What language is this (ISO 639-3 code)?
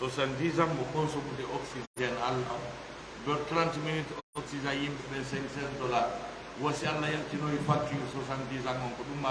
ful